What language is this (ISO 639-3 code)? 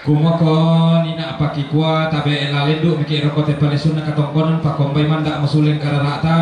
sda